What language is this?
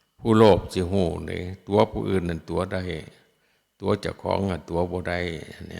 Northeastern Thai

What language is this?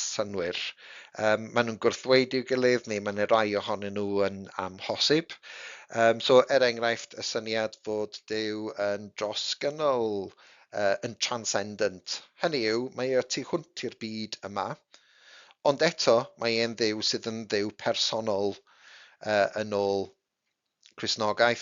Welsh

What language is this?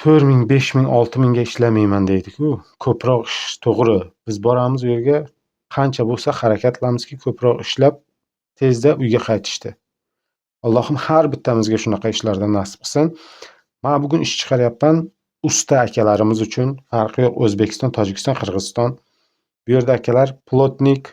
Uzbek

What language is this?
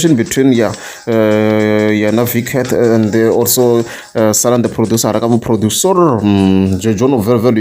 Tsonga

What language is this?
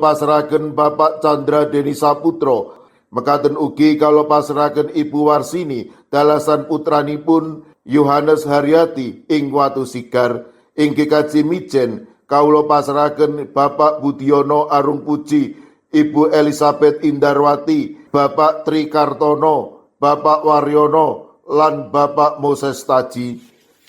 Javanese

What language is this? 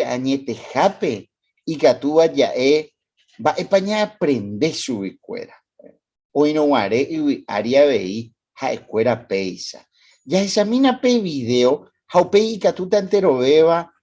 Guarani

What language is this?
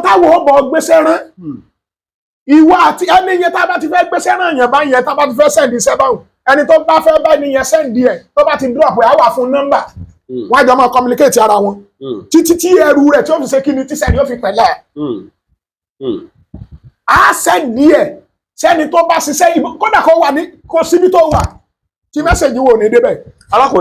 Yoruba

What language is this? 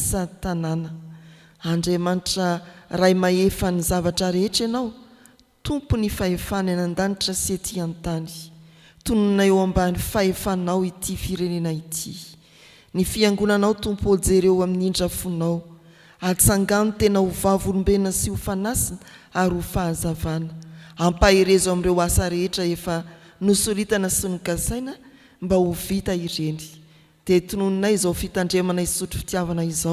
Malagasy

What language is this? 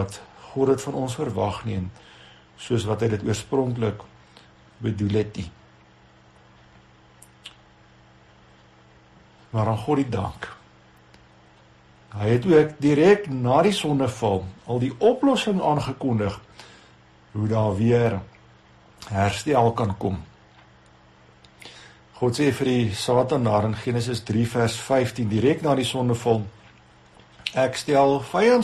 Afrikaans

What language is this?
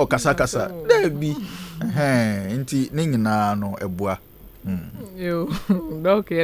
Akan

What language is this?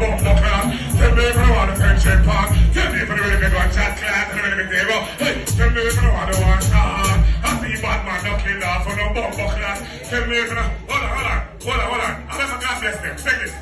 Jamaican Creole English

